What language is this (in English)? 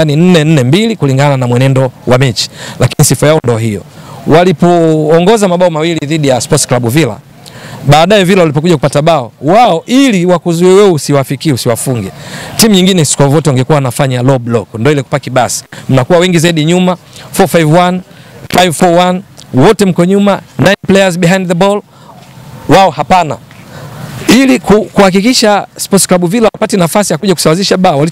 Swahili